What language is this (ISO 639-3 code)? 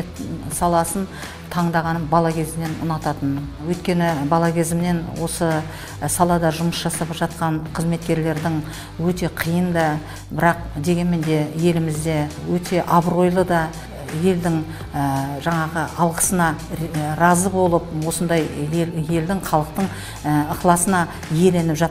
kaz